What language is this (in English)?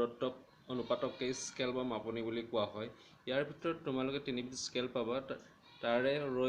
Assamese